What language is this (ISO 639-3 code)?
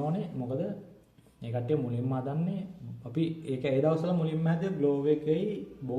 sin